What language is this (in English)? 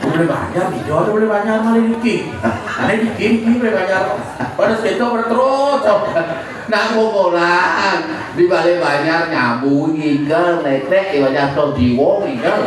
Balinese